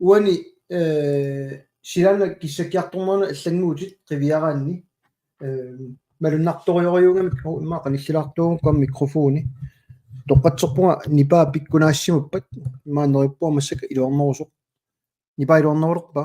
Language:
Kalaallisut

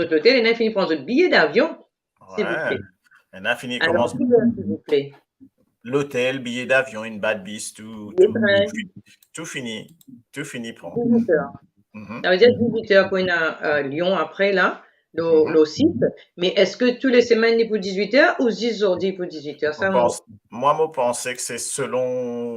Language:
Morisyen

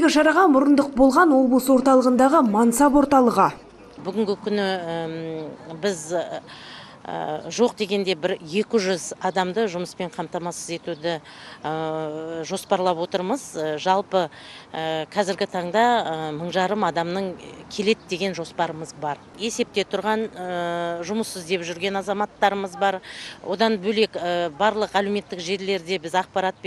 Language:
Kazakh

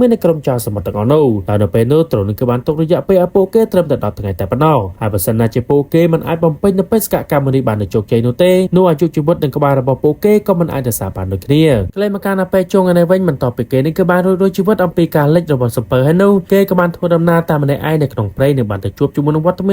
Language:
Khmer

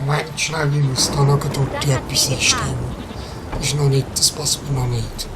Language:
Swiss German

